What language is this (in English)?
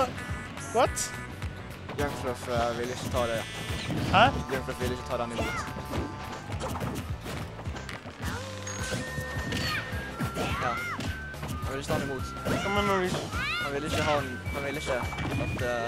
Norwegian